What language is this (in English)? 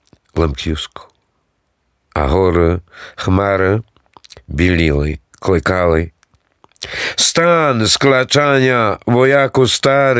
Ukrainian